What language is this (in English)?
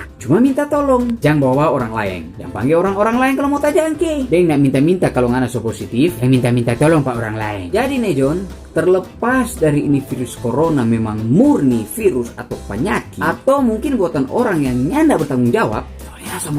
Manado Malay